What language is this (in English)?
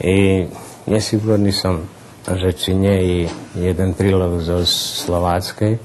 Rusyn